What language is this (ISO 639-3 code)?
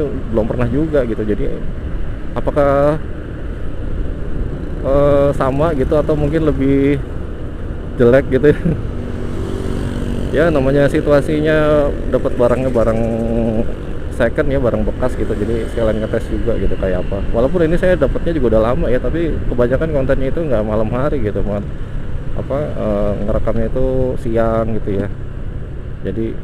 ind